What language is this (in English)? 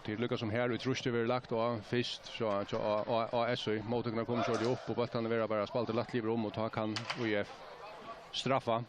Faroese